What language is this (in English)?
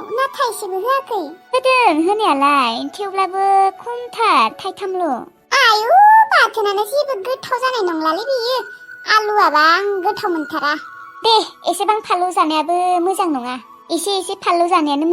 Bodo